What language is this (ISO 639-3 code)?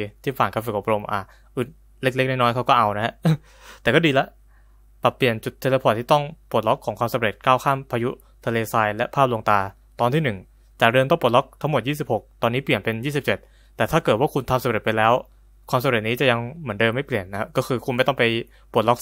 tha